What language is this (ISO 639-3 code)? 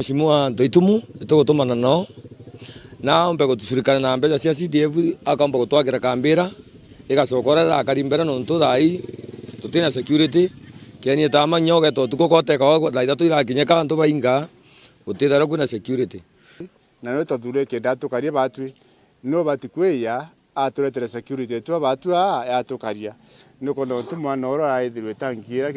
mer